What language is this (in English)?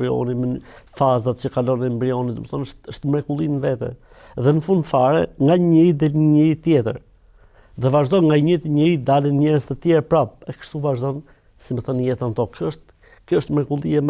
Albanian